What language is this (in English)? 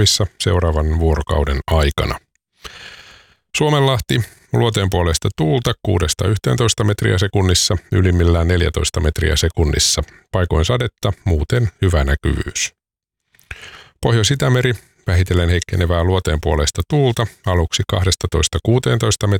Finnish